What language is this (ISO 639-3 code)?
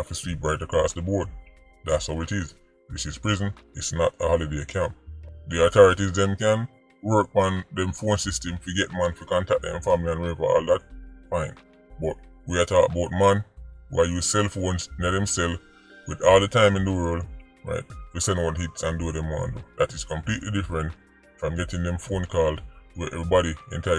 jam